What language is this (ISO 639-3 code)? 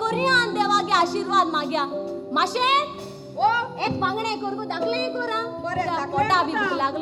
kok